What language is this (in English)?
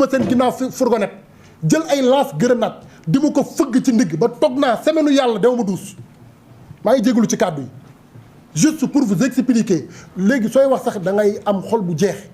Wolof